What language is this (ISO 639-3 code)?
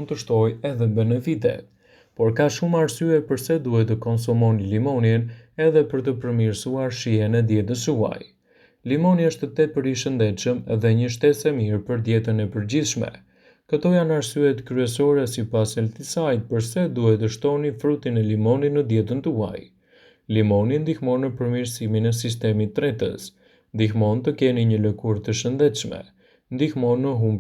sqi